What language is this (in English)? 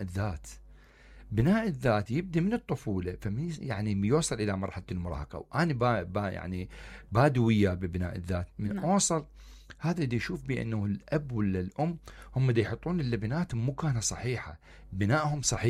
Mesopotamian Arabic